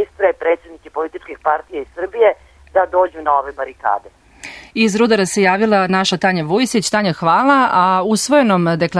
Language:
Serbian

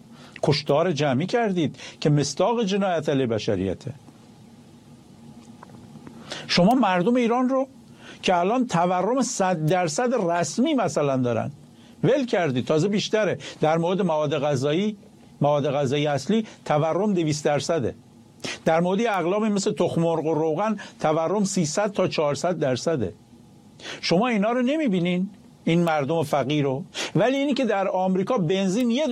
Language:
Persian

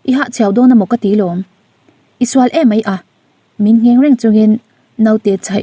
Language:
Mizo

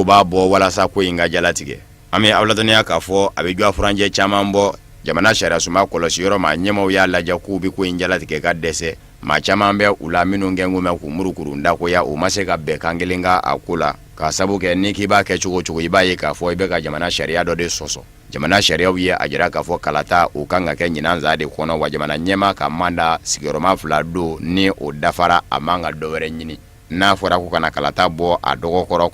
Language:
Bambara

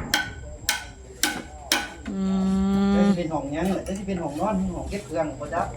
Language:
Northeastern Thai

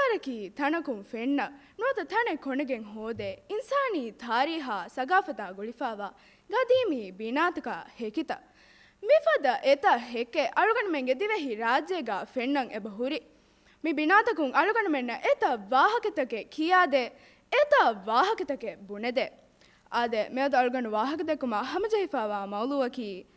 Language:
Divehi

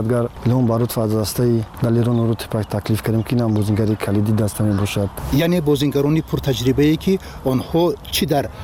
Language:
Tajik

